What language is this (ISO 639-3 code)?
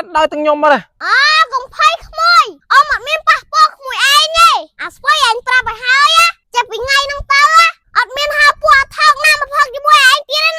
khm